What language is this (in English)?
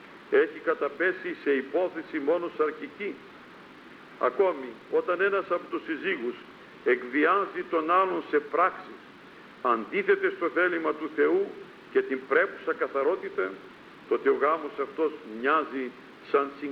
Greek